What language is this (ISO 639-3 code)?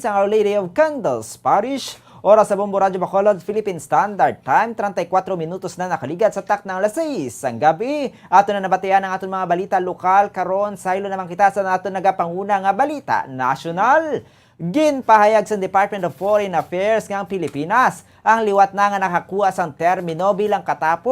hil